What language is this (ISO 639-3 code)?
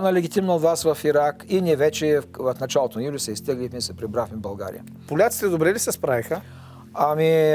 bul